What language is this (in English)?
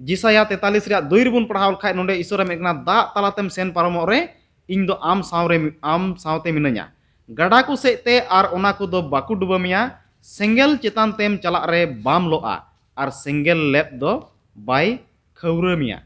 Santali